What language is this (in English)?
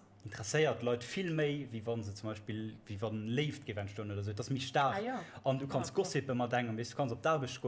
Luxembourgish